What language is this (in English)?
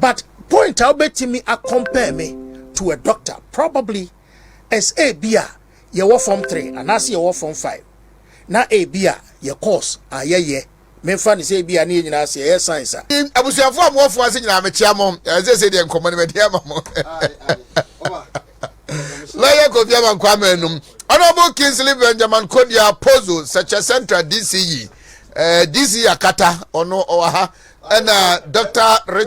Akan